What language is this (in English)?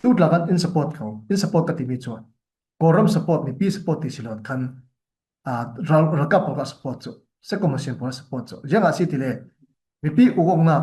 Falam Chin